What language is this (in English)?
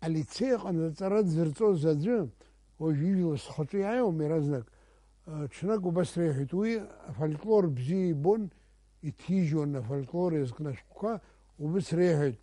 Abkhazian